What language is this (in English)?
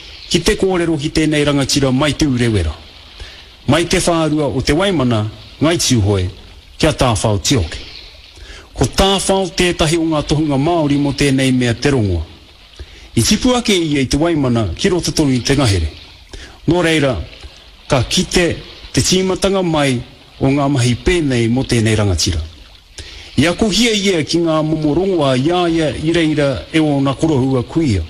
Māori